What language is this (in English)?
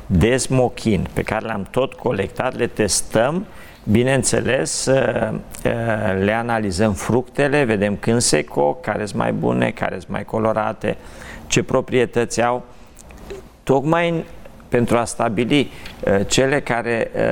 Romanian